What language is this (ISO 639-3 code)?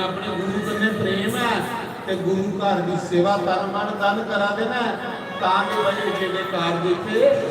doi